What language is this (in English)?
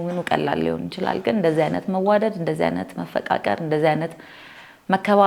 Amharic